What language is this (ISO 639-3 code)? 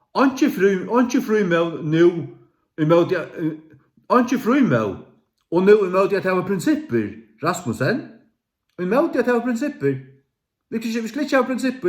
fao